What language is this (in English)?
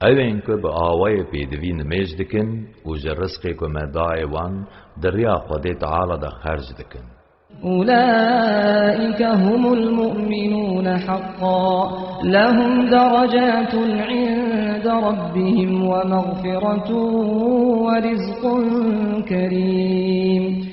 Kurdish